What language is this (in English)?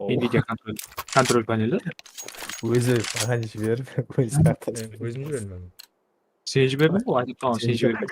Kara-Kalpak